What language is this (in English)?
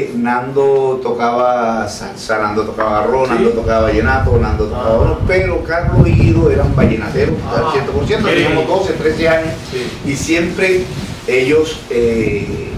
Spanish